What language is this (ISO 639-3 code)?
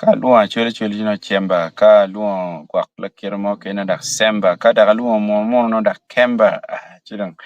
ach